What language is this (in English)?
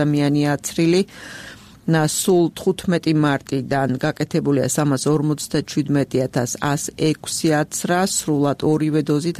Georgian